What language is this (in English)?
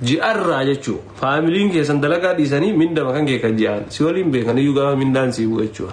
Oromo